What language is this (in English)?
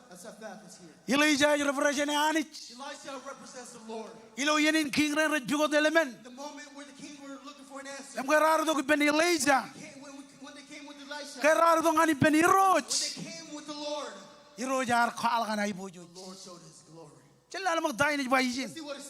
Marshallese